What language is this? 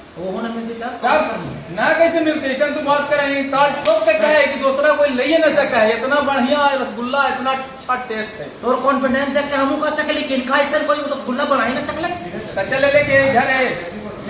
Magahi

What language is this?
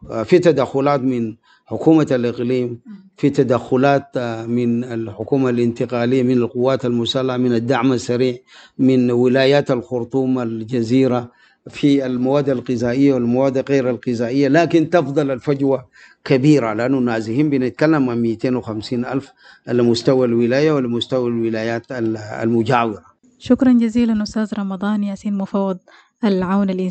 Sudanese Arabic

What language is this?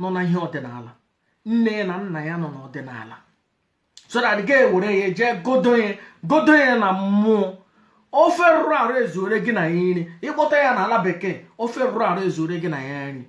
Igbo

